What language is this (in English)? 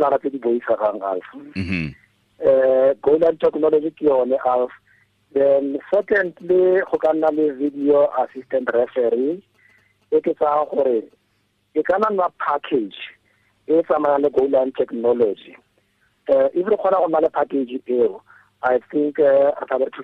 Tswana